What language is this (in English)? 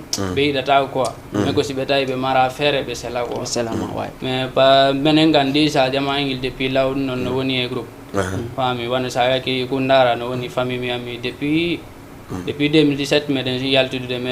Fula